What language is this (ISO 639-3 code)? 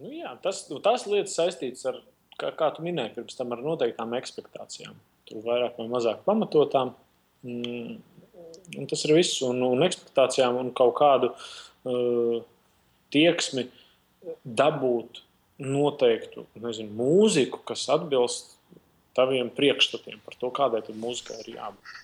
lav